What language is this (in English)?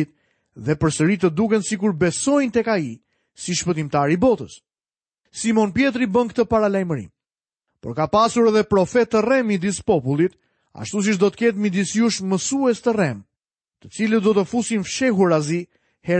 Albanian